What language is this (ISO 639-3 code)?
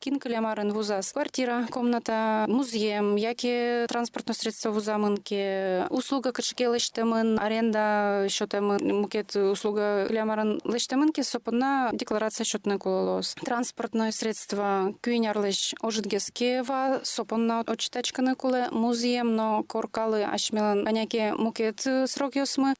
udm